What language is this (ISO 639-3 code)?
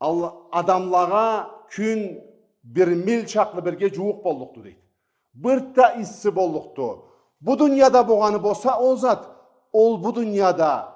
krc